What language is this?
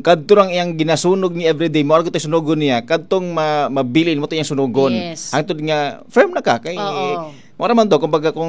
Cebuano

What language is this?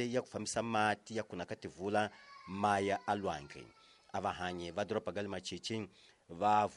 Tsonga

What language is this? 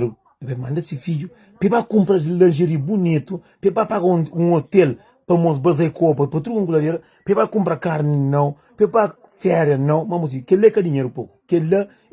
Kabuverdianu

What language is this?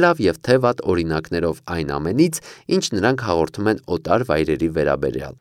Armenian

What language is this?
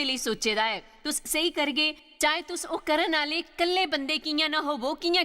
Dogri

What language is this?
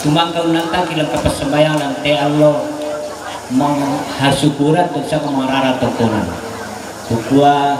Toraja-Sa'dan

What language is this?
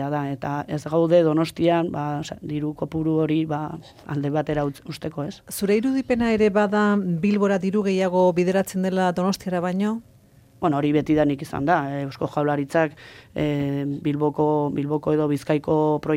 Basque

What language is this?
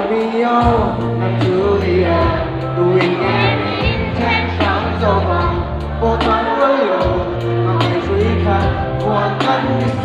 Mizo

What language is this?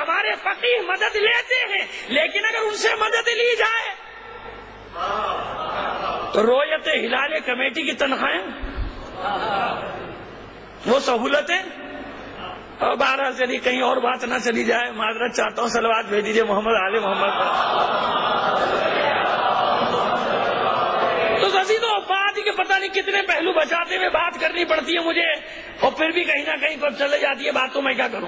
Urdu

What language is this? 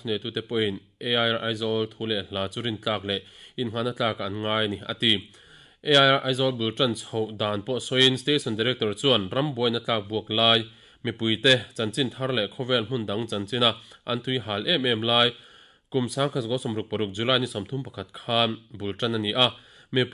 Mizo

